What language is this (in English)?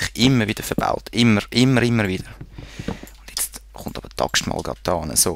Swiss German